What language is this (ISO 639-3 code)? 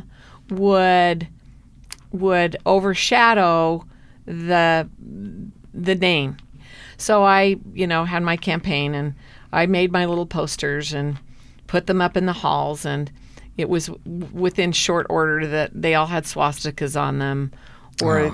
eng